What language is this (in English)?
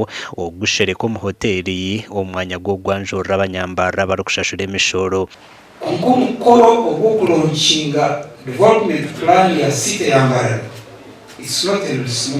Nyankole